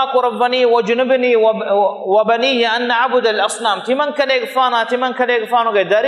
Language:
Divehi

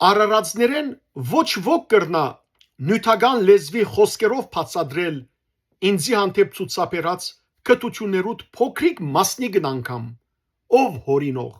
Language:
Western Armenian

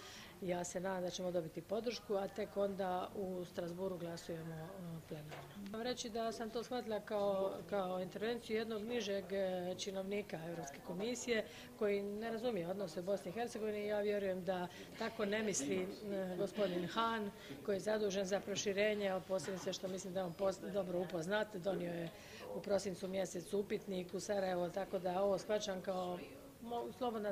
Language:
Croatian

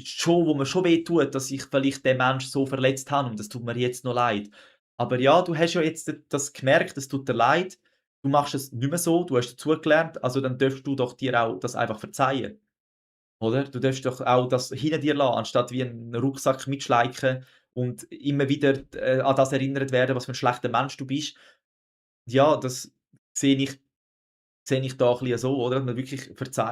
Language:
Swiss German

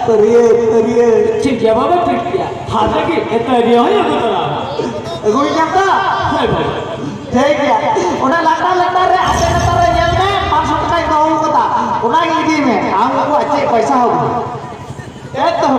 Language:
Santali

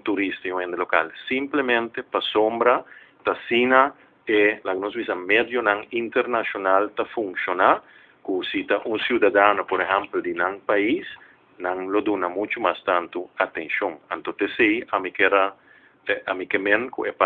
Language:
Papiamento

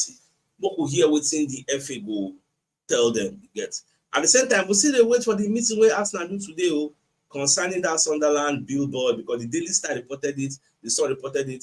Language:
Nigerian Pidgin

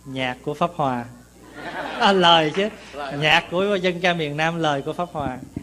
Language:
Vietnamese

